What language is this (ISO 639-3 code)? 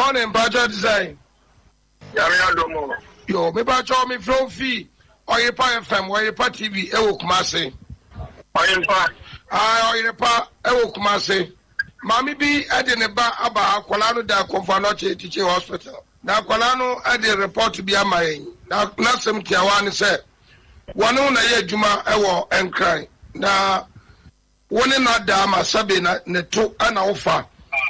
aka